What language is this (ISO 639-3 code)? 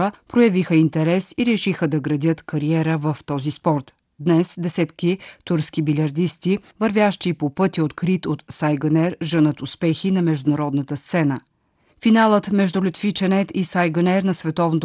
bul